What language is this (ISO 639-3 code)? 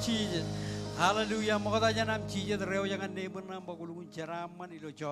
mah